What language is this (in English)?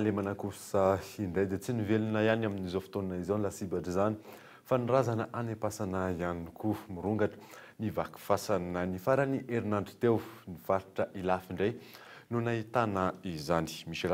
Malagasy